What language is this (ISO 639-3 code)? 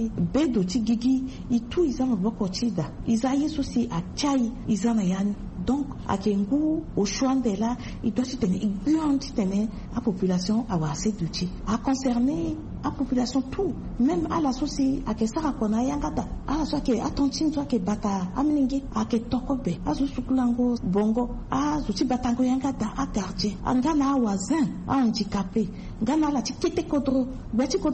sag